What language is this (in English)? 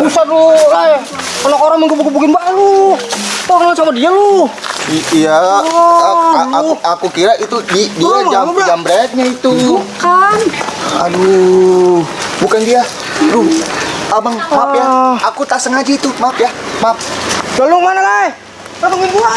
Betawi